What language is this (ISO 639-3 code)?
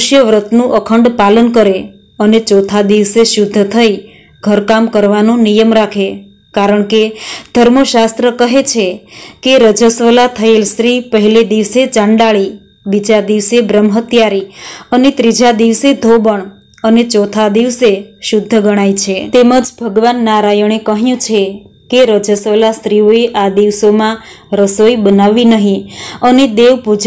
guj